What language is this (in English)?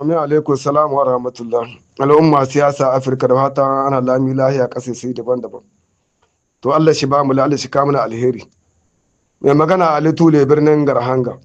Hausa